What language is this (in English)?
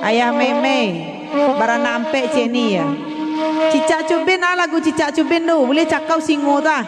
Minangkabau